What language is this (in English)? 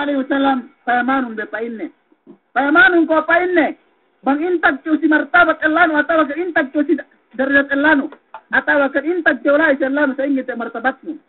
Yakan